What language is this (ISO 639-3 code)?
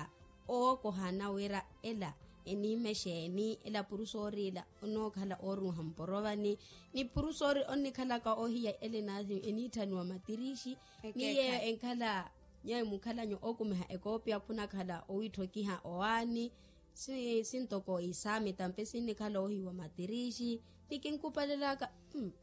vmw